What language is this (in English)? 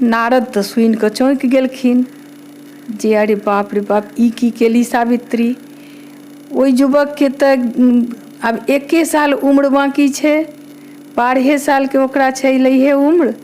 Maithili